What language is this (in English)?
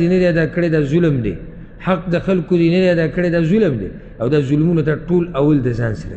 Pashto